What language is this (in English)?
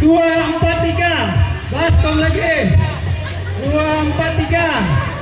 Banjar